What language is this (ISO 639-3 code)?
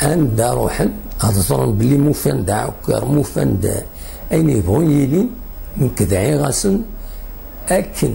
kab